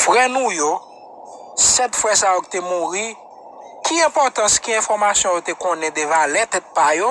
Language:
Haitian Creole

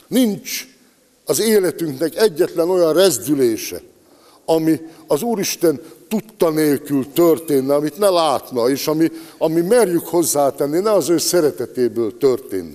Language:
Hungarian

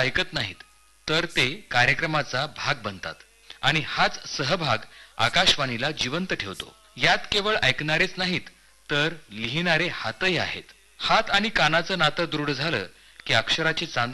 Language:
Marathi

